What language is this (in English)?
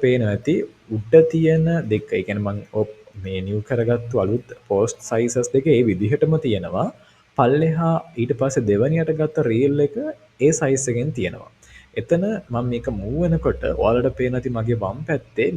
Sinhala